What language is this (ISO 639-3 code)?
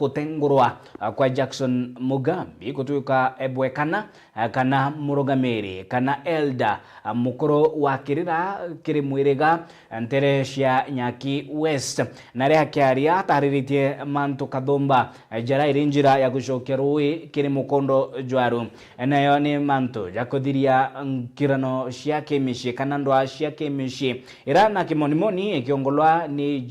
mer